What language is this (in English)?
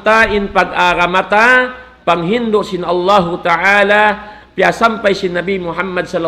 Tausug